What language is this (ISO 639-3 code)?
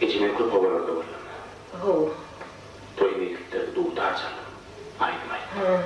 tuk